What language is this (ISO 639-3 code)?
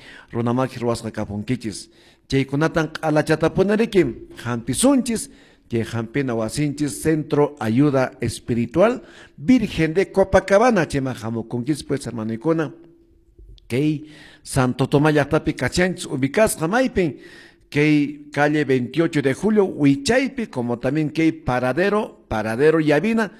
que